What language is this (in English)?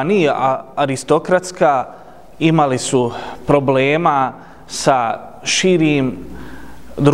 Bosnian